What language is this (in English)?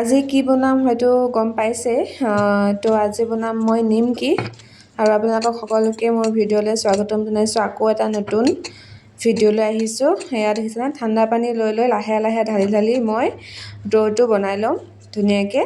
Assamese